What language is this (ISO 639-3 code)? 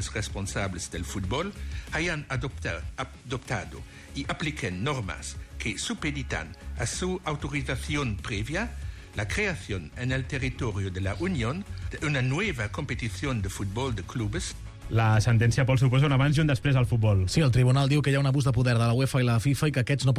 cat